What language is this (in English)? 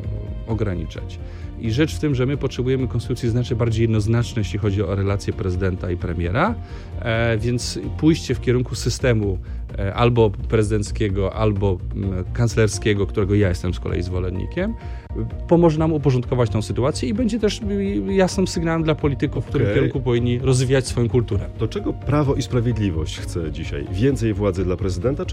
Polish